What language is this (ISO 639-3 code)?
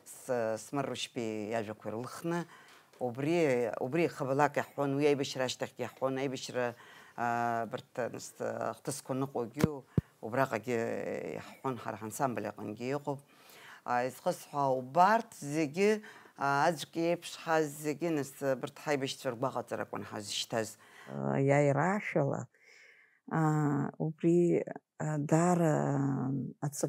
abk